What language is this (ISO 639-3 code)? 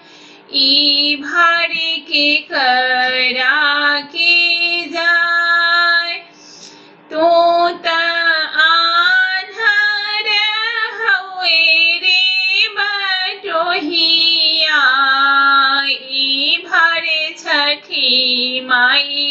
bho